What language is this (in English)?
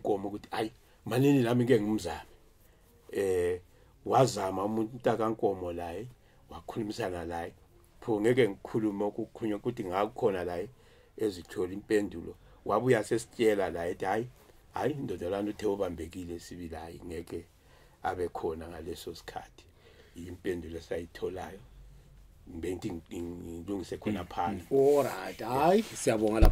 Zulu